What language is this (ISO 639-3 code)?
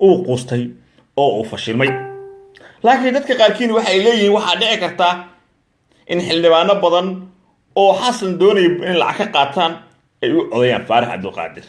som